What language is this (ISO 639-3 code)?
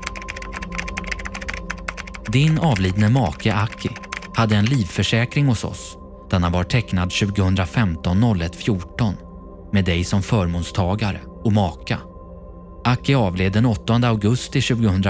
swe